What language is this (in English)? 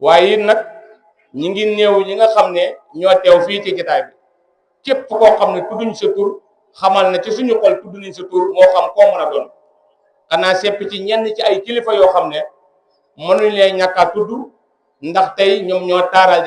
Wolof